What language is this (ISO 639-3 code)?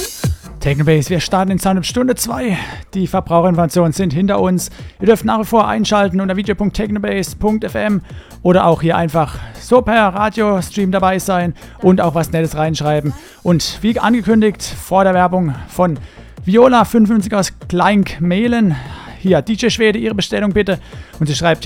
deu